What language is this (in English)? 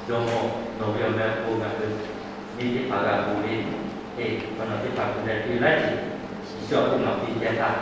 Lahu